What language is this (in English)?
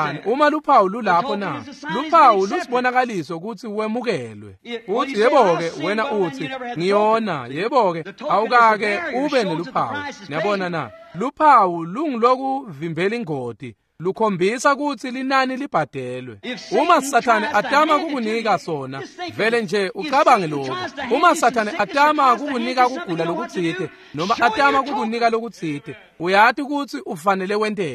Swati